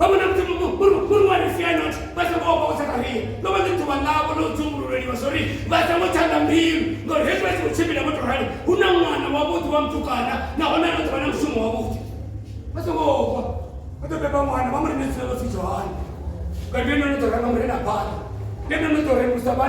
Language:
Venda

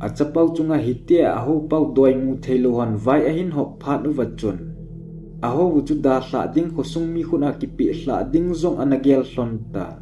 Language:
Thado Chin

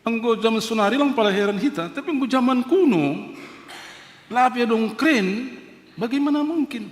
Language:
Batak Simalungun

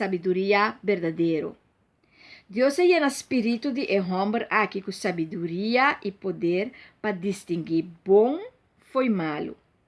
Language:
Papiamento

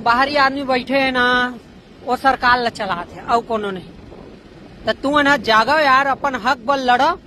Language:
Chhattisgarhi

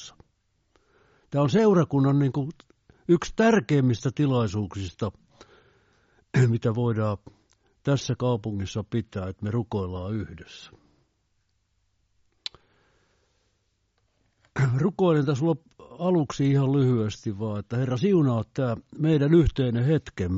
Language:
Finnish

